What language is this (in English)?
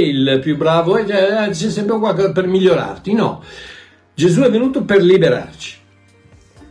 Italian